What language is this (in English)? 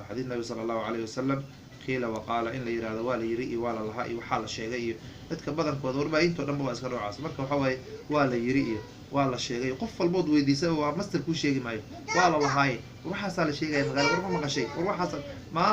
Somali